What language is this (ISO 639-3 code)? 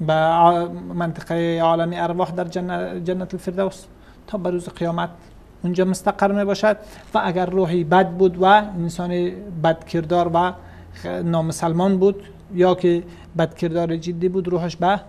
fas